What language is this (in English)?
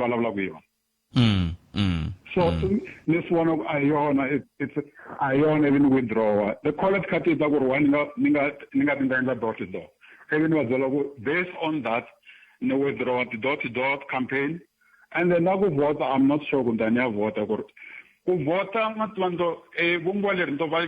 Tsonga